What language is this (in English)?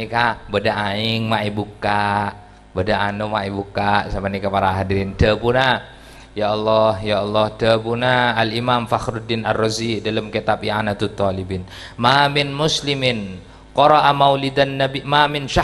Madurese